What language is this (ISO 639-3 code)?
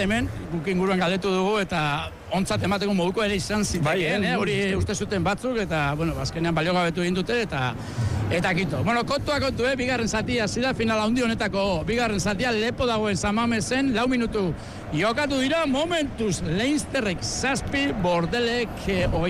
eus